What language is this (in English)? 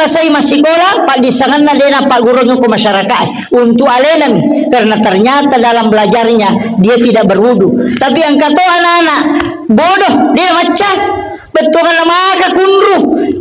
Buginese